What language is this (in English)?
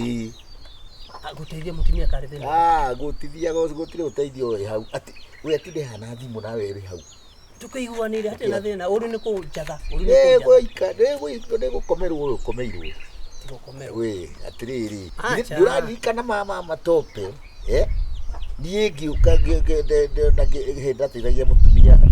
Kikuyu